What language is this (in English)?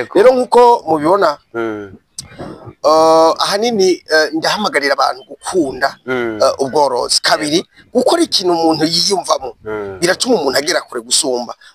Rundi